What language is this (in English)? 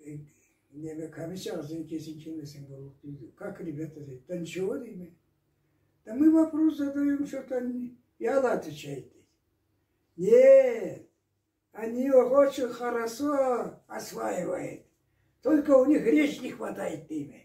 Karachay-Balkar